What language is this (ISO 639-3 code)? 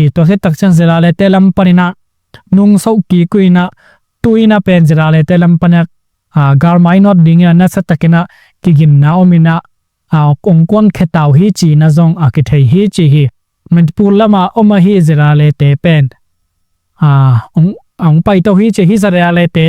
ctd